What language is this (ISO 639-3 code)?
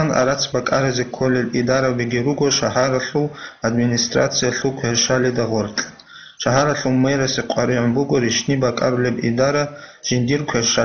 ava